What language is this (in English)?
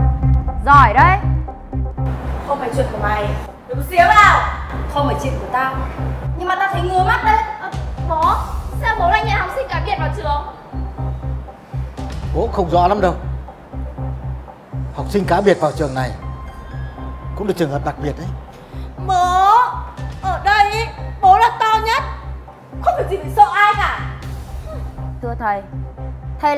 Vietnamese